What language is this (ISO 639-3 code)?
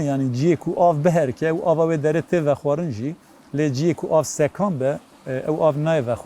kur